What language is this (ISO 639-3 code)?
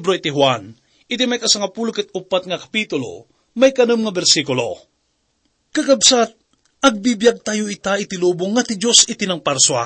ilo